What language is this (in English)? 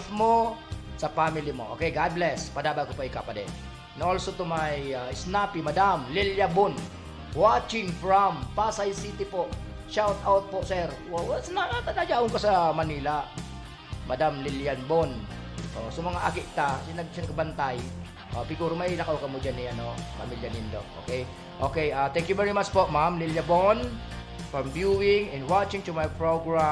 Bikol